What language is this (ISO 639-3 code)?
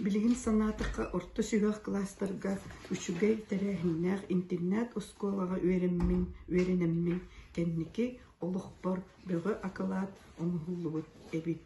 sah